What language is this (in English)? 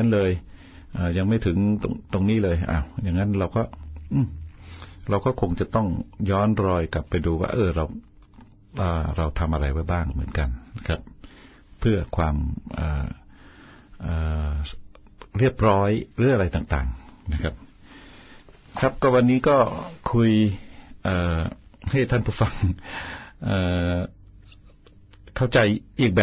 Thai